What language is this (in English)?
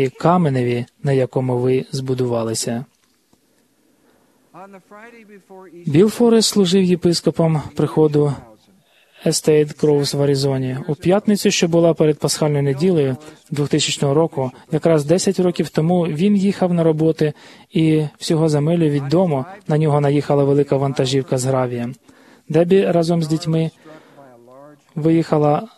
Ukrainian